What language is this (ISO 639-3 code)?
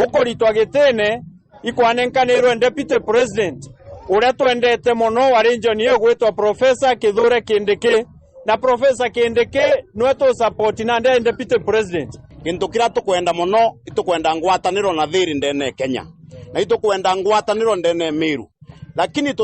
mer